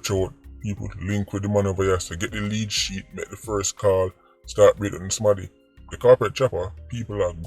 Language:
Jamaican Creole English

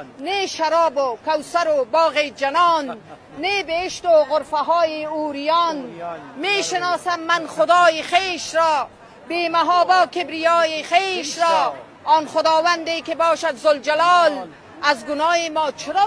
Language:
Persian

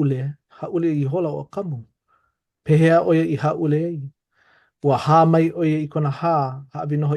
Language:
Hawaiian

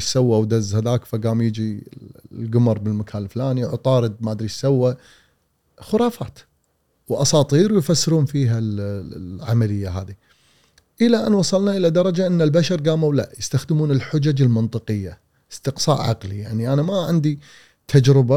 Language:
Gulf Arabic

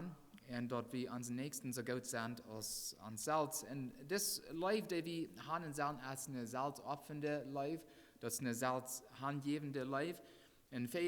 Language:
Plautdietsch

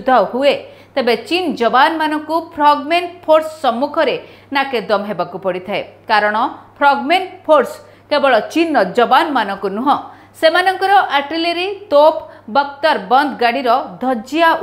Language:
Odia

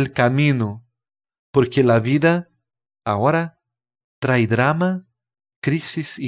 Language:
Spanish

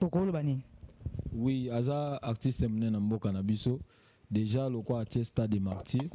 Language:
Lingala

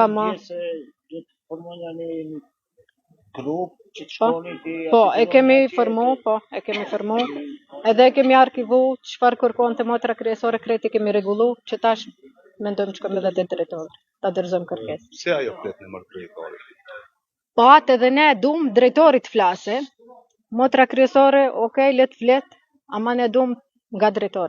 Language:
Albanian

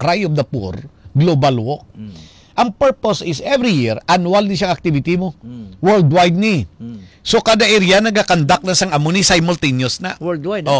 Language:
Hiligaynon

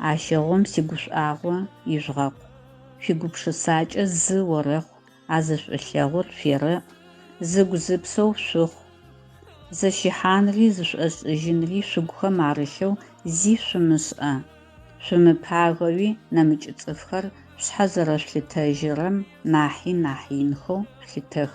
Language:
Adyghe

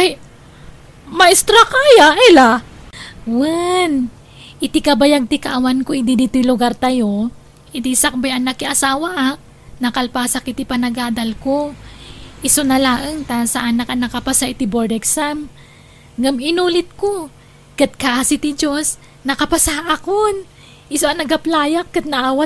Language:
Iloko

